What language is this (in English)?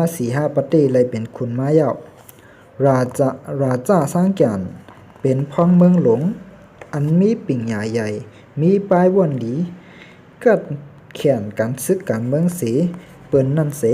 Shan